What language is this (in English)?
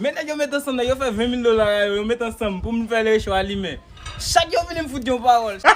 Haitian Creole